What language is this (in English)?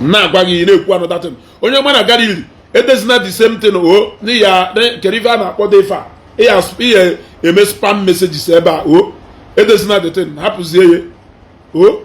Igbo